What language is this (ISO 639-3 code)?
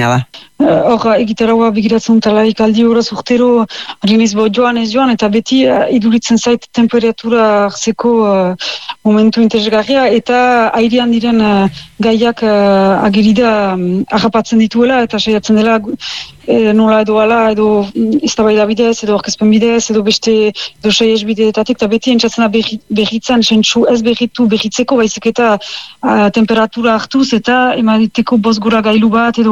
eus